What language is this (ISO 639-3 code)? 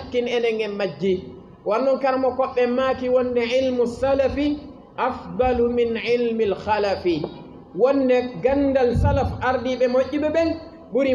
ful